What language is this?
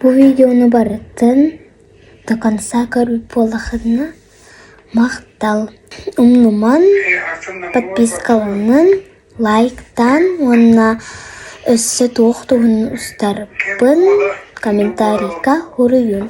Yakut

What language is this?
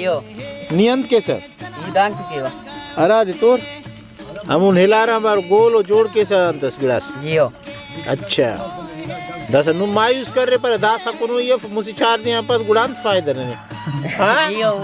Brahui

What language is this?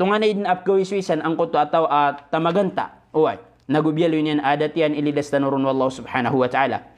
Maranao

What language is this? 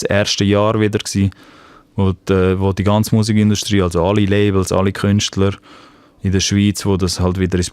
Swiss German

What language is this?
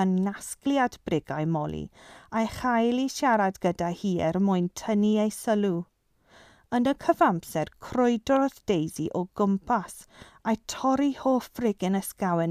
Welsh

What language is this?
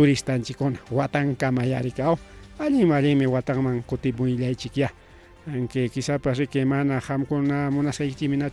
Ayacucho Quechua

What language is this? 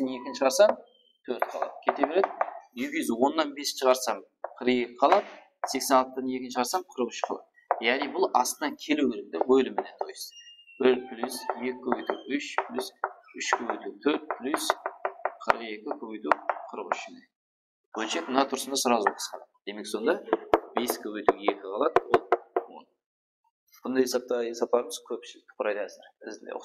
Kara-Kalpak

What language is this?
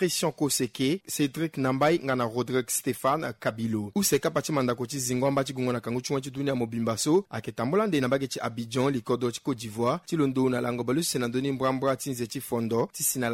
Sango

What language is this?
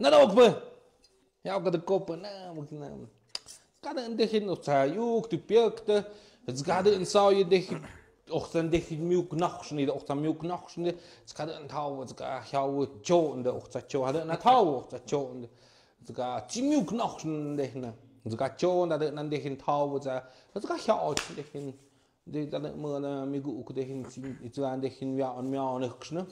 Tlahuitoltepec Mixe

